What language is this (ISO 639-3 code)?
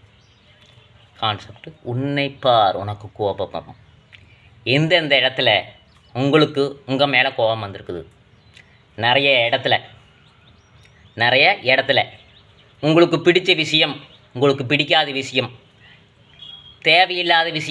tam